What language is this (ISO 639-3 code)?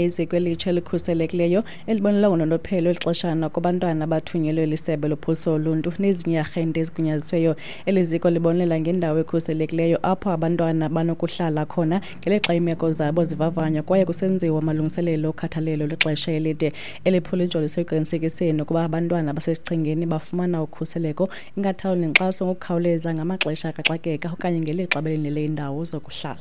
xho